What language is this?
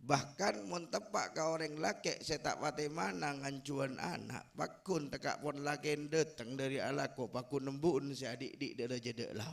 Madurese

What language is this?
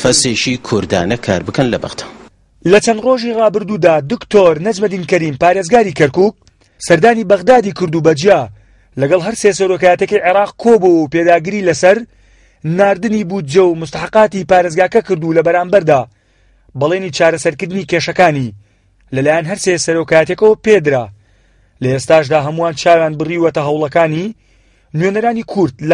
Central Kurdish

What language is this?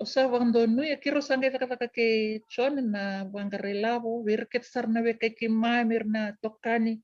Fijian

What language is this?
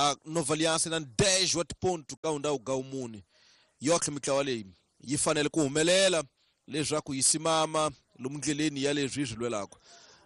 Tsonga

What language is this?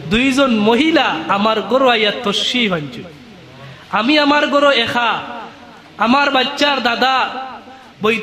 Sylheti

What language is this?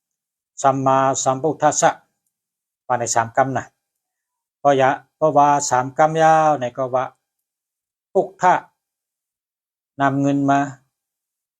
Shan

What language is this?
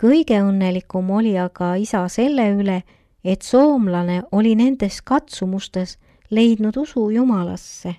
Estonian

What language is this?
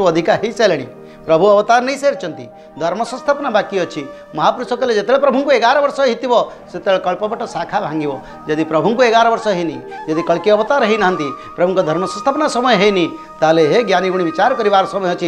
Odia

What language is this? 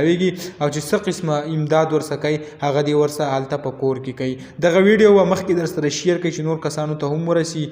Pashto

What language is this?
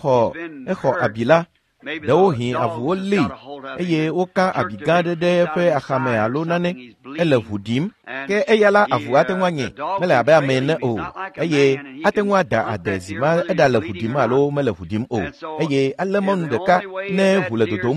Ewe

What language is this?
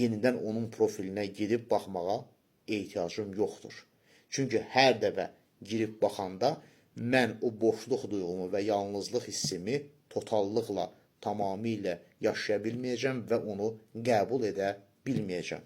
Azerbaijani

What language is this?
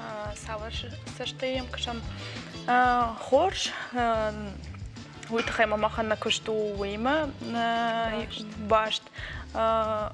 Ossetic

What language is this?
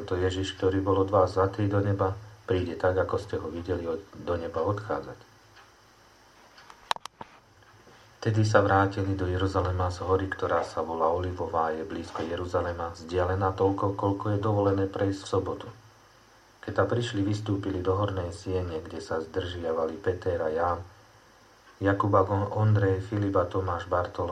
Slovak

